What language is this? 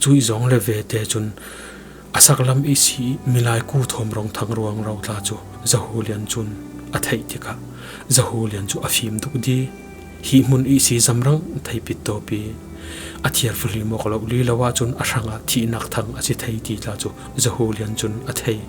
Falam Chin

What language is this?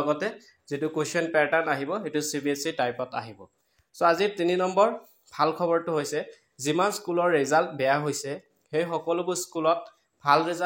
Assamese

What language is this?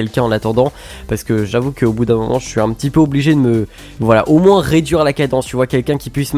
French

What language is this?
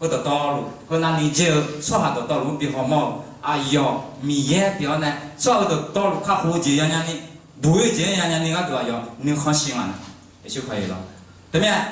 Akha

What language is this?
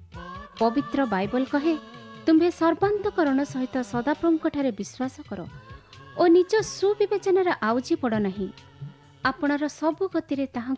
Odia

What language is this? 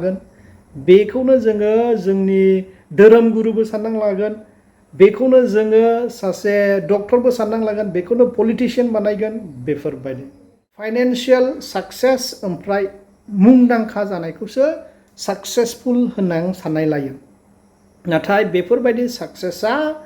Bodo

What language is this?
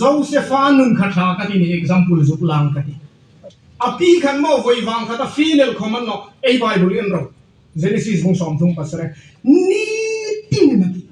Hmar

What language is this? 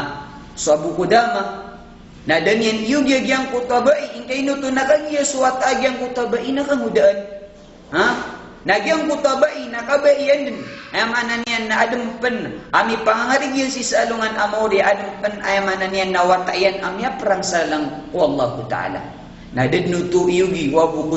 Maranao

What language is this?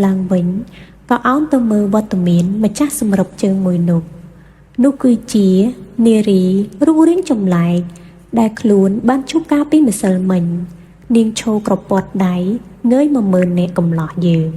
Khmer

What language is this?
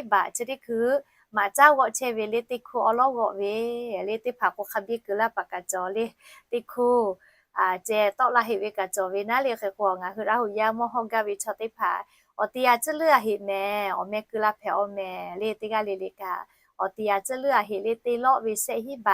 Lahu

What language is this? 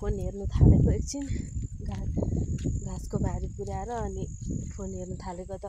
Nepali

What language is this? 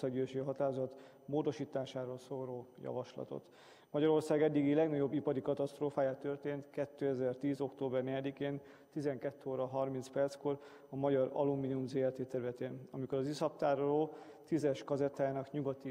Hungarian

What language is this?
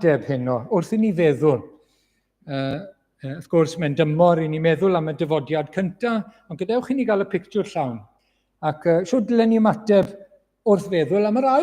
Welsh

